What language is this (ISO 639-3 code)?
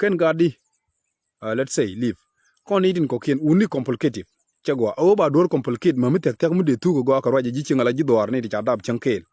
nus